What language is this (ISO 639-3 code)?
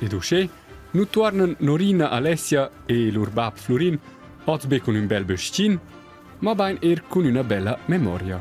roh